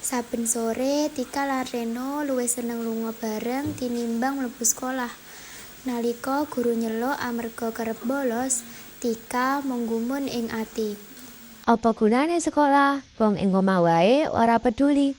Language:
Javanese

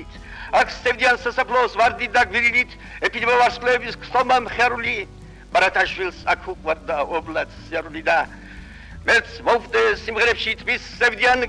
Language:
Georgian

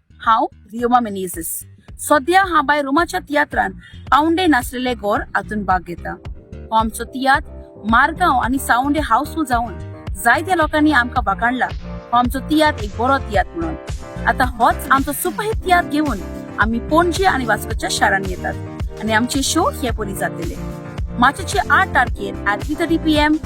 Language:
Konkani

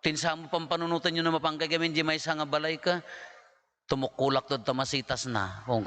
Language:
Iloko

